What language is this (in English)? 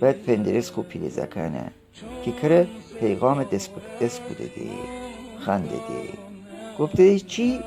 Gilaki